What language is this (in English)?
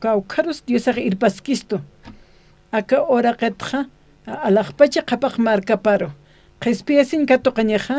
Aymara